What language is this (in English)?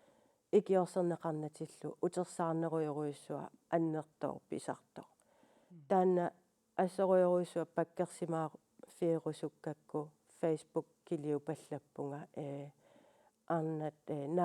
Kalaallisut